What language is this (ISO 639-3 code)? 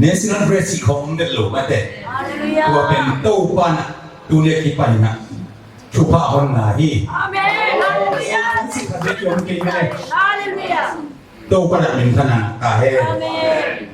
ctd